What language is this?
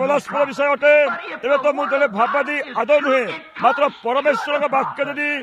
Odia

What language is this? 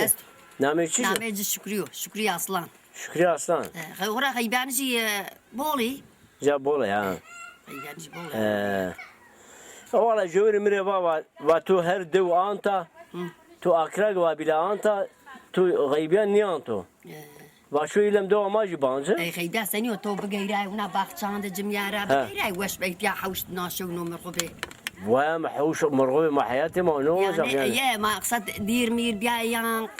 Zaza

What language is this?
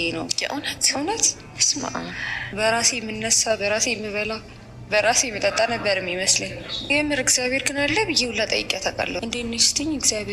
Amharic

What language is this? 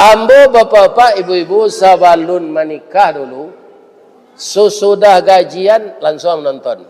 Minangkabau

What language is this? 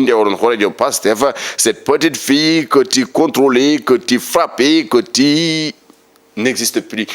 Fula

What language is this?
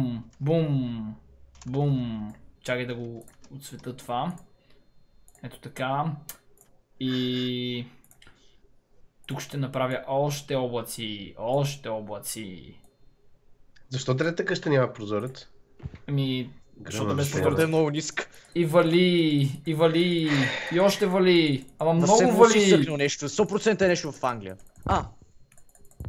Bulgarian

